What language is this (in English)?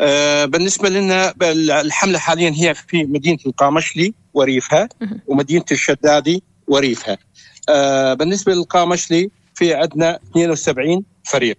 North Levantine Arabic